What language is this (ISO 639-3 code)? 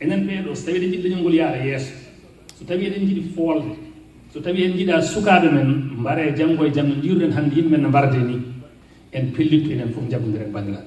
ful